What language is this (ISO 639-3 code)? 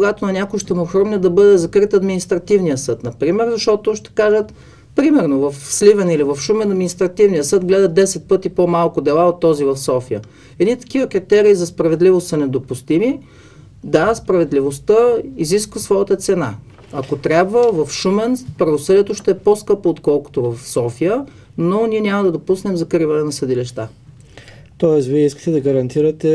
bul